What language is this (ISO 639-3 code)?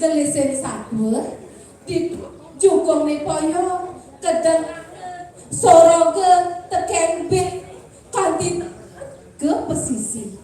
ban